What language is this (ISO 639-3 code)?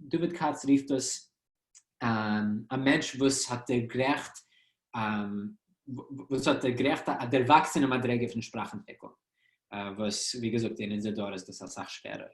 yid